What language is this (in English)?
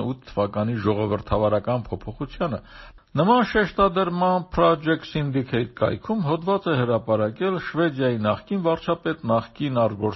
Armenian